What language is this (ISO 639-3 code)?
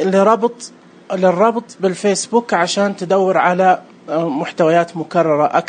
ars